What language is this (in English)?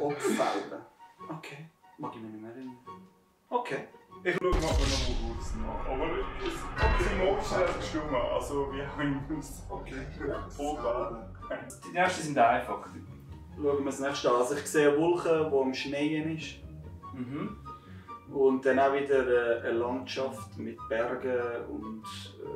Swiss German